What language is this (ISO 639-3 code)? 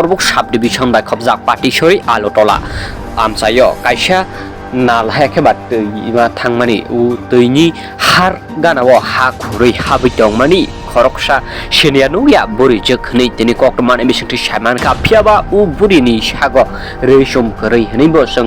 trp